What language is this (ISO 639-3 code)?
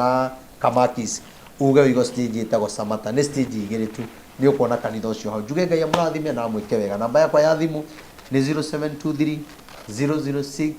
kik